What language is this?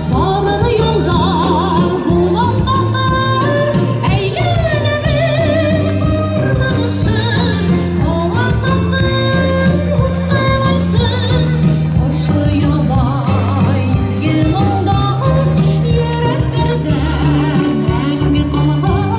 Bashkir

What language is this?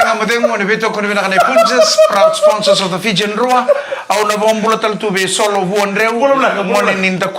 Fijian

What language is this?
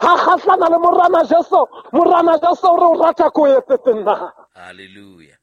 Southern Sotho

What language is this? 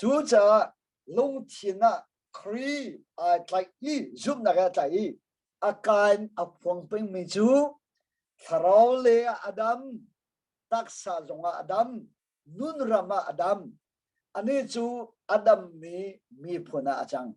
Hakha Chin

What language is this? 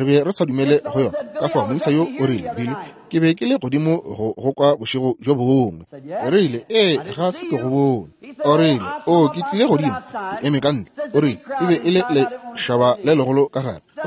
Northern Sotho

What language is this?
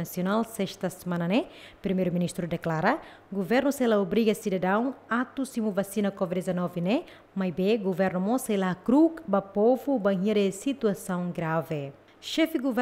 Tetum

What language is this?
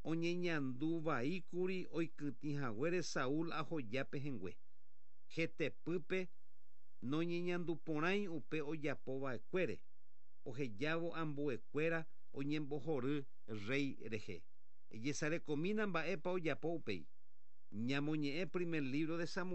Guarani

